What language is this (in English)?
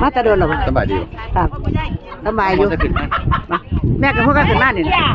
Northeastern Thai